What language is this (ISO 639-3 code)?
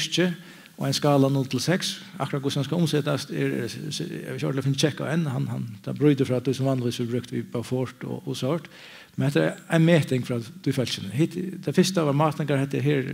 fao